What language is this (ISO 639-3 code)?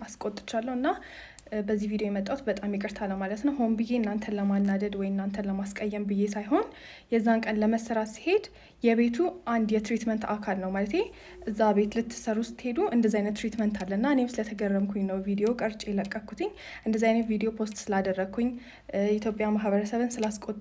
amh